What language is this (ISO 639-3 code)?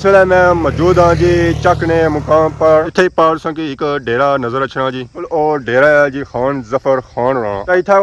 phr